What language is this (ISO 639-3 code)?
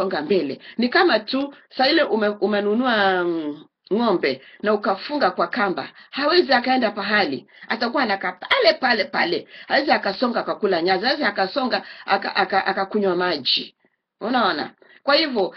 swa